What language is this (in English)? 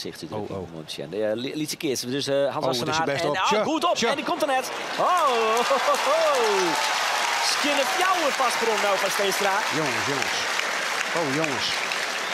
Western Frisian